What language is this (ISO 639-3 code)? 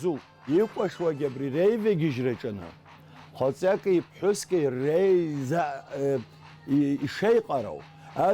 abk